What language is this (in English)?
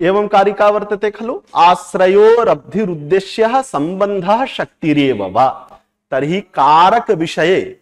Sanskrit